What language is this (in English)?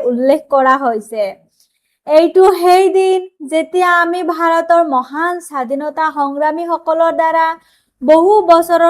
Assamese